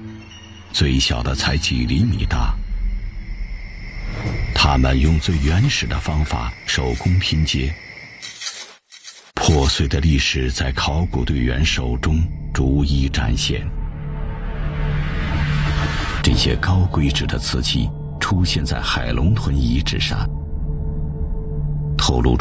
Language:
Chinese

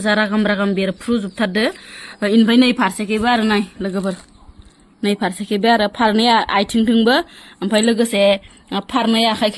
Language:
Bodo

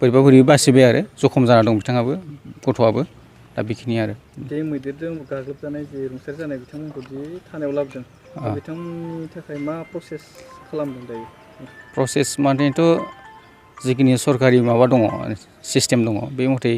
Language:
Bodo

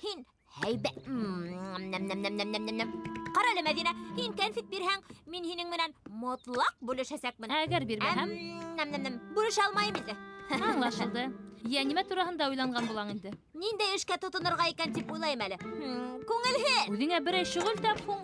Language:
Bashkir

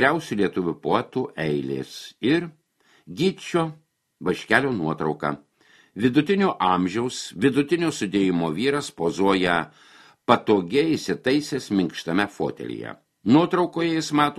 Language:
Lithuanian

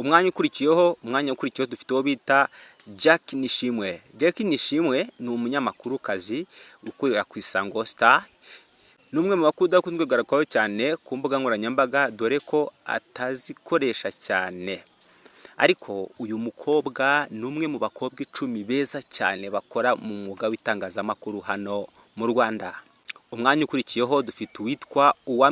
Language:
Kinyarwanda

